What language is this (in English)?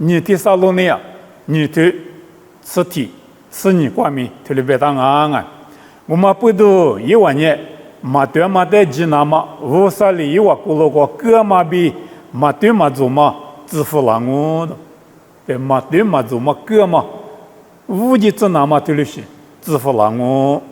Lisu